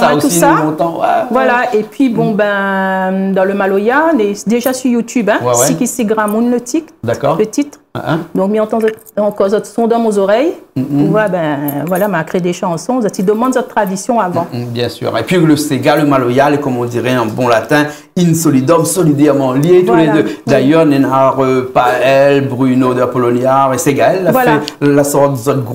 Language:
Réunion Creole French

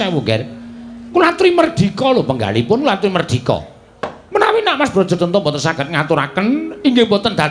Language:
Javanese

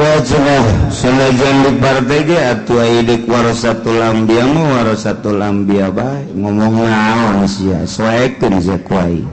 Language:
Sundanese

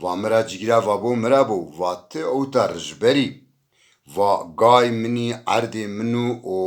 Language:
Zaza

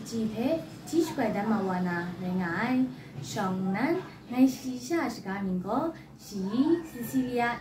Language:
Kachin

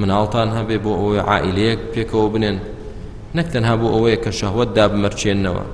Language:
Central Kurdish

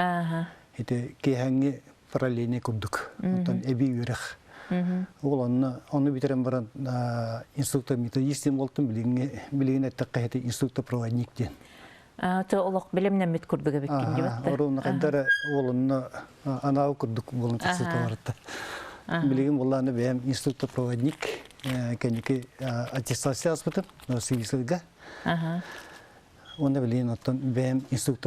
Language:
Yakut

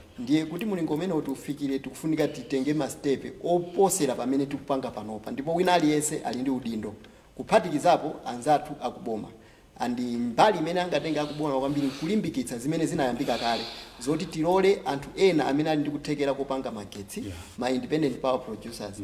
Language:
Nyanja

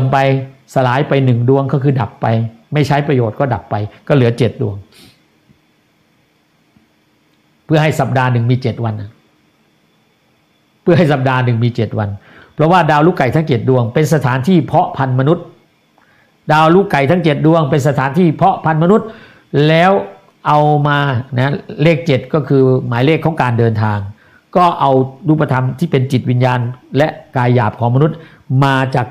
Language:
Thai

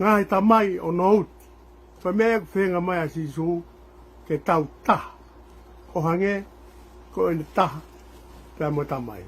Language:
Tongan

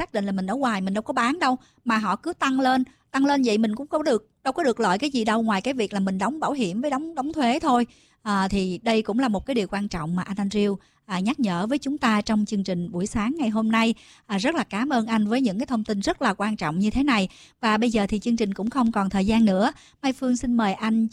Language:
Vietnamese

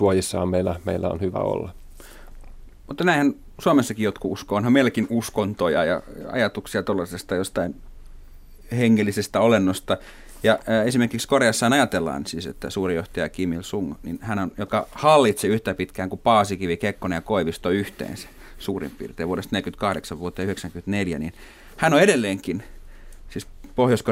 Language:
Finnish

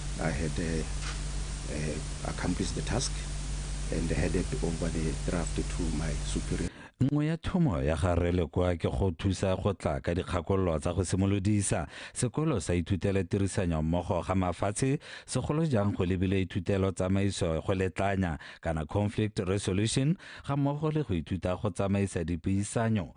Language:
Tswana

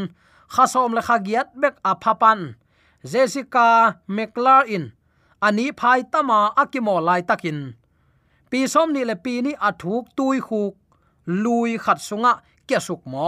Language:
Tedim Chin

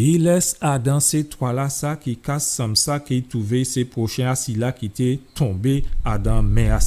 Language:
Guadeloupean Creole French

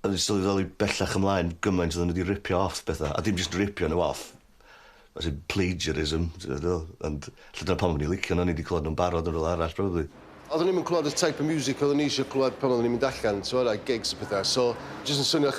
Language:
Welsh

